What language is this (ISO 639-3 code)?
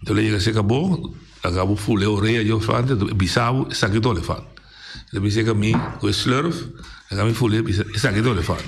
pap